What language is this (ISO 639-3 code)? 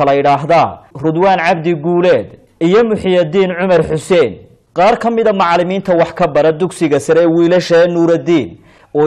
som